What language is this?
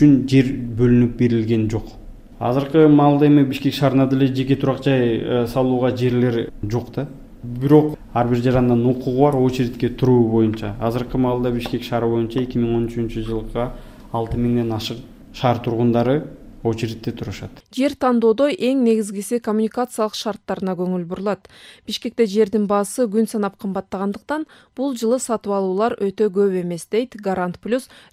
Kyrgyz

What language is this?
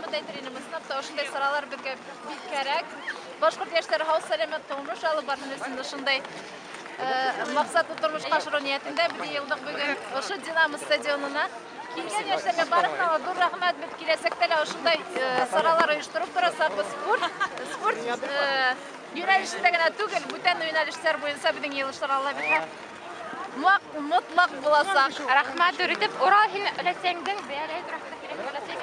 Bashkir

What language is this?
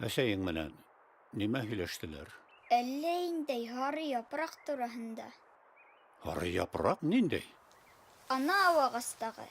Bashkir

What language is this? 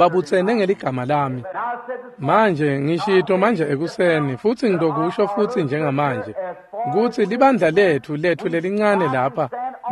Swati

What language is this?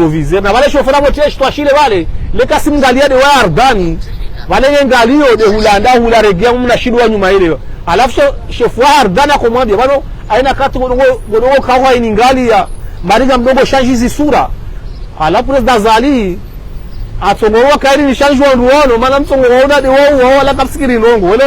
Ngazidja Comorian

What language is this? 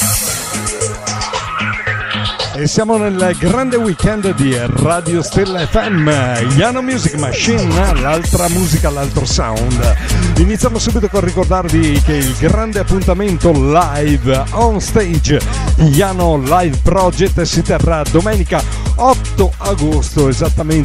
Italian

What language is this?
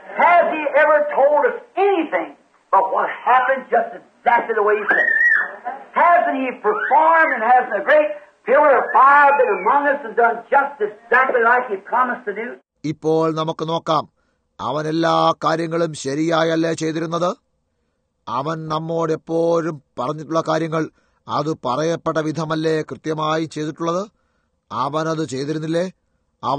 Malayalam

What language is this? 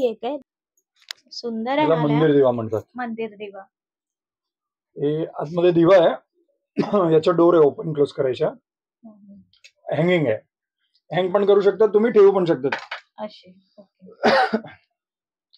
Marathi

